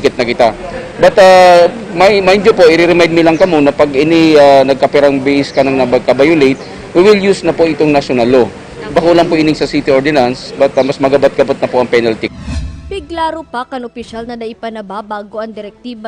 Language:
Bikol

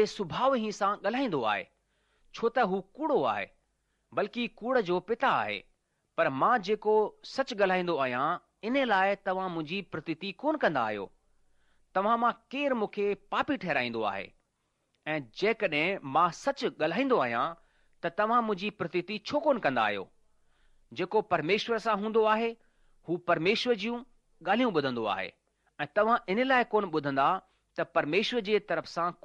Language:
Sindhi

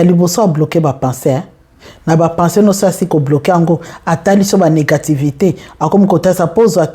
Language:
Lingala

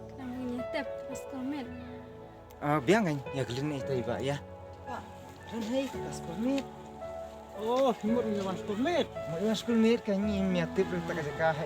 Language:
Khasi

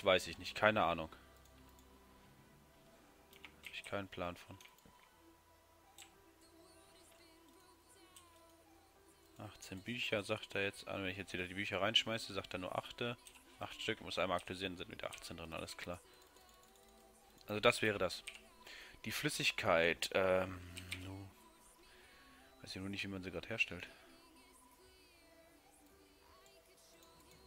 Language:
German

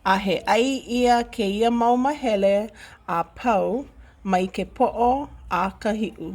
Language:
Hawaiian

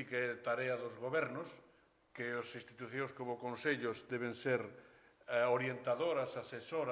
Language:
Galician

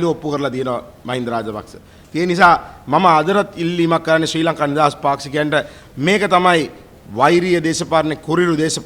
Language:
Sinhala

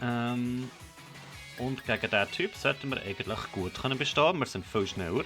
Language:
Swiss German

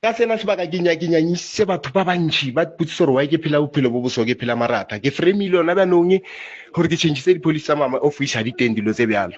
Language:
Southern Sotho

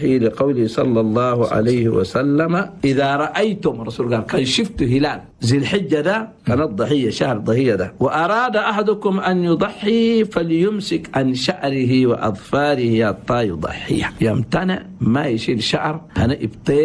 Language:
Chadian Arabic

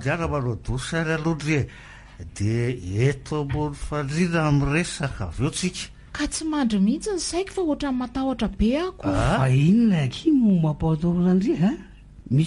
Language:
Malagasy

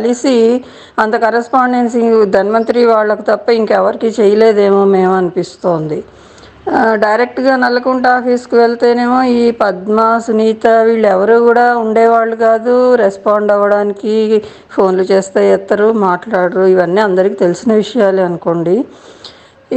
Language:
Telugu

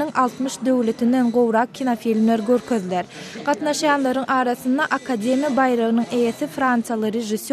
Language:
Turkmen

